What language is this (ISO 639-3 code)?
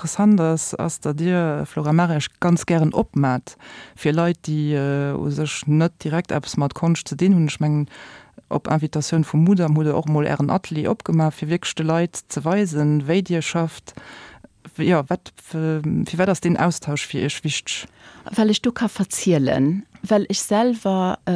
ltz